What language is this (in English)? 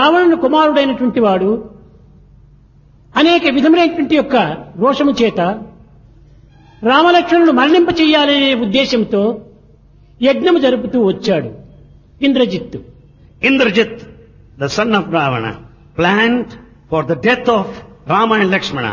Telugu